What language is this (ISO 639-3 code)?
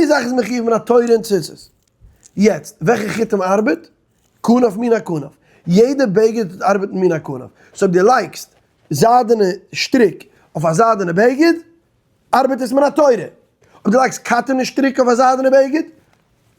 yid